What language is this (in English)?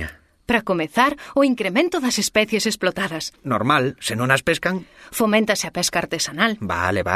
Galician